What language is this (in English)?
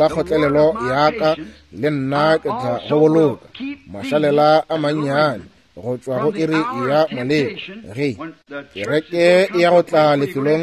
Northern Sotho